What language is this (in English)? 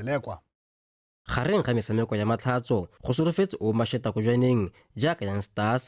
Tswana